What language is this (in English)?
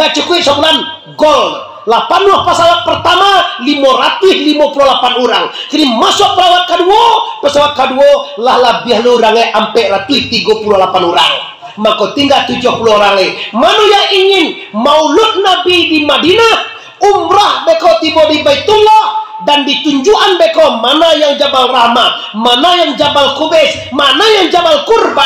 Minangkabau